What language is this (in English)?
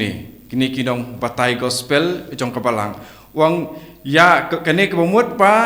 Khasi